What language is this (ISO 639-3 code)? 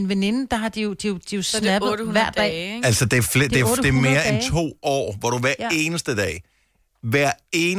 dan